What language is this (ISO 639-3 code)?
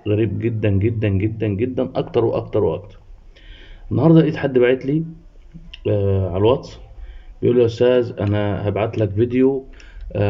arz